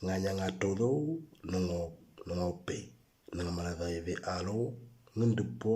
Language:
Moro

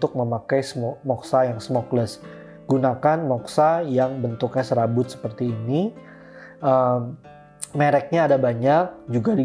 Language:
Indonesian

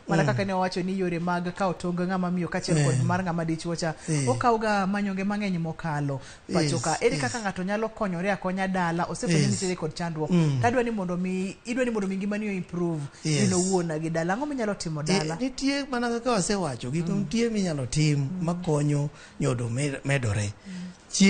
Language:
Luo (Kenya and Tanzania)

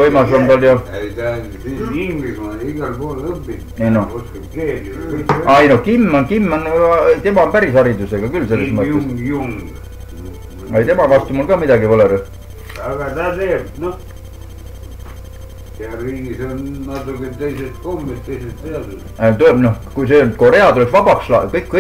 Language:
Estonian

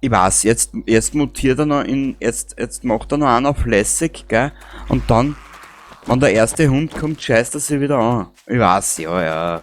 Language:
Bavarian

